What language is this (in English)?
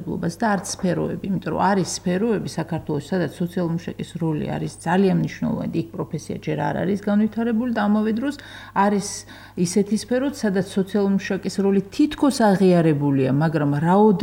Georgian